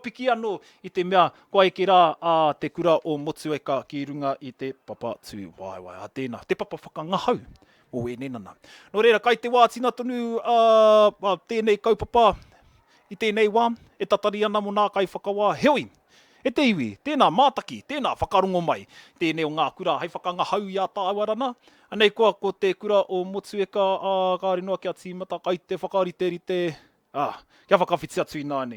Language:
Māori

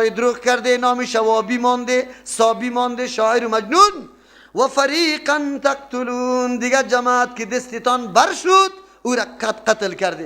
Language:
Persian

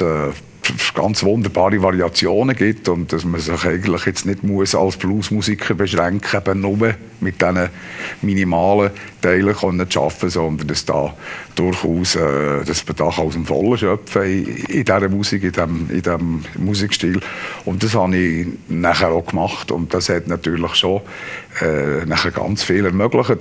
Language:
Swiss German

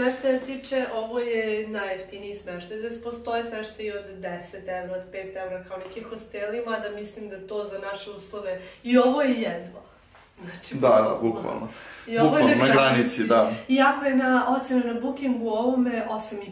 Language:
Serbian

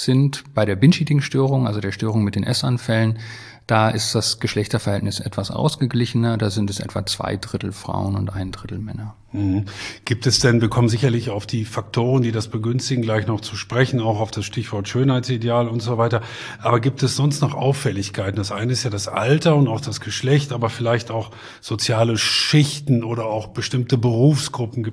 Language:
German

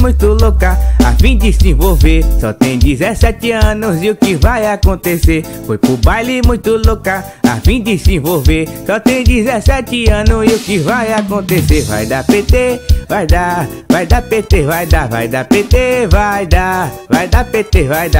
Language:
Portuguese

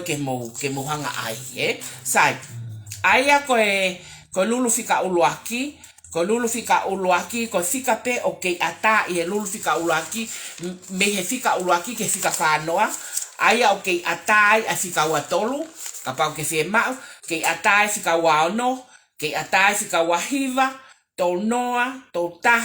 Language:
Tongan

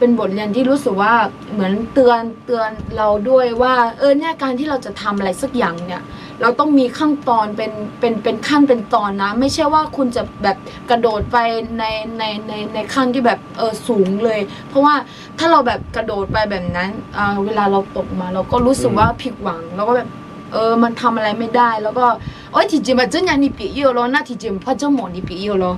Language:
Akha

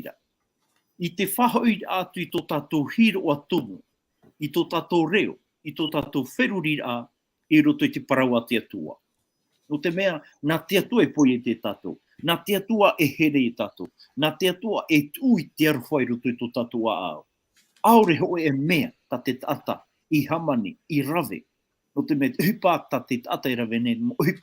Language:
Tahitian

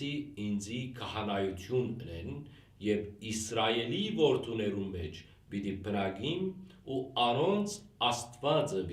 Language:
Western Armenian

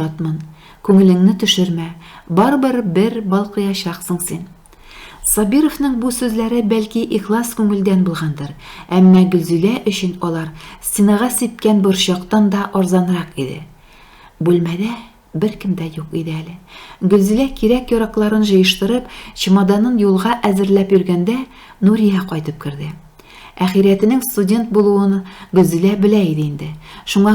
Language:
Tatar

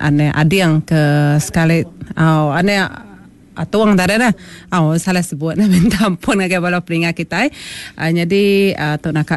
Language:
Iban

